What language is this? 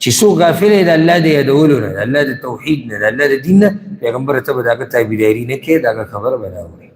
Pashto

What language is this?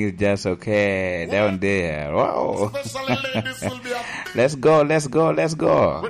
Lango (Uganda)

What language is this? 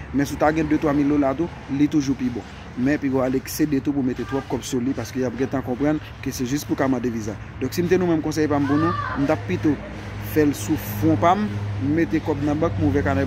Haitian Creole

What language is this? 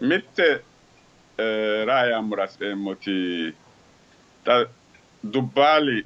Sidamo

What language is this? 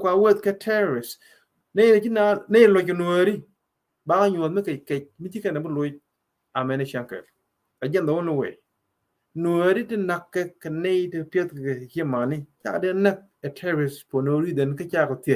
Nuer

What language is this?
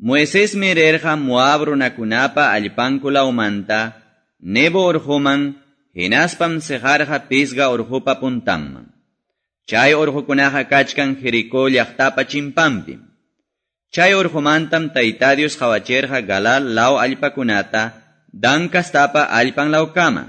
Quechua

